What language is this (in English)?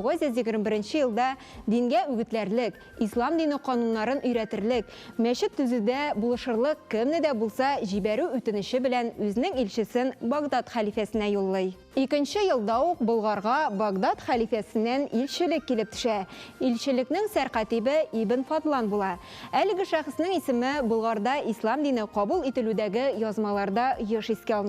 Tatar